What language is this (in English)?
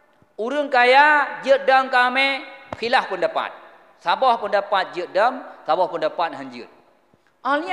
Achinese